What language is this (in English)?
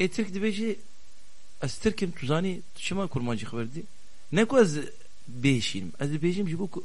Kurdish